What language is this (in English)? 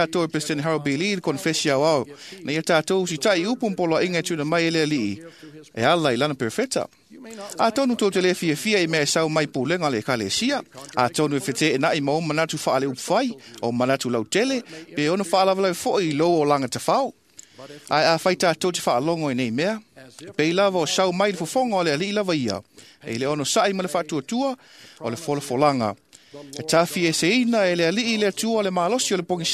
Samoan